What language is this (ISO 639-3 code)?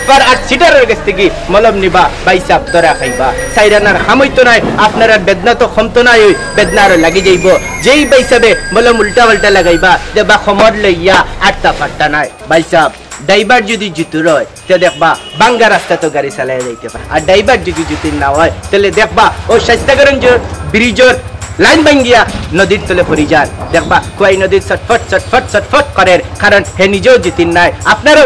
syl